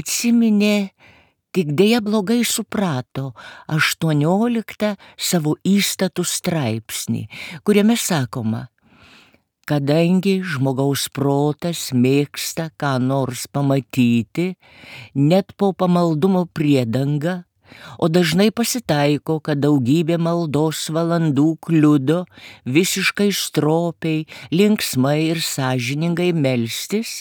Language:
Lithuanian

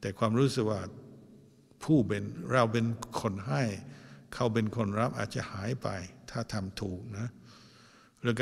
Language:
Thai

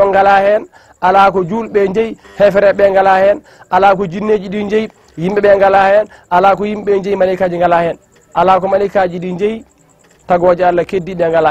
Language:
Fula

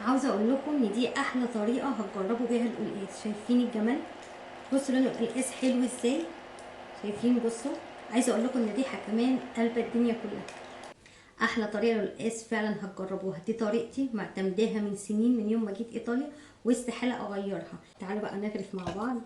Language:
Egyptian Arabic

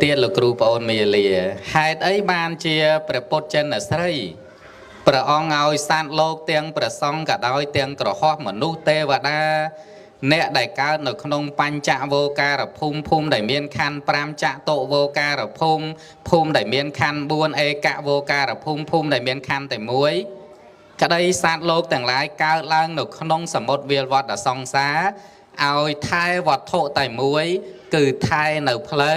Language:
Khmer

